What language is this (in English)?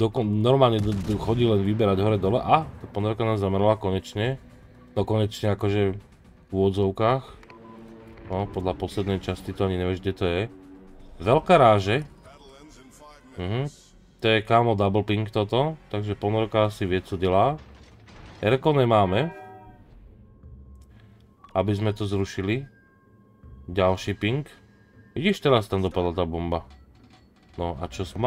Slovak